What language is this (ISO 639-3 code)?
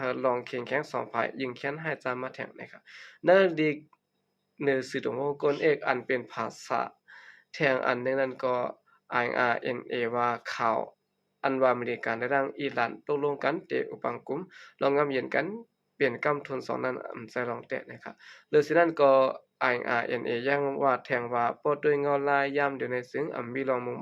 shn